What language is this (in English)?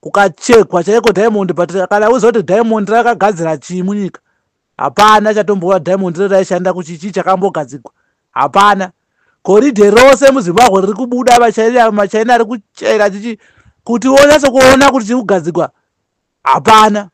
Shona